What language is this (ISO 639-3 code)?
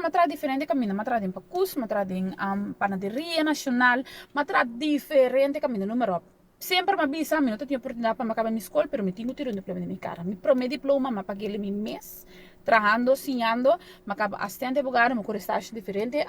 pap